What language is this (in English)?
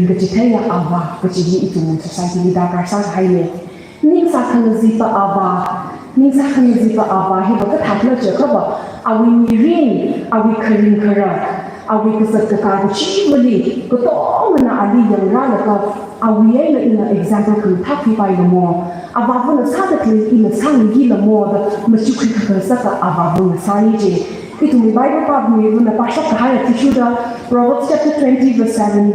Tangkhul Naga (India)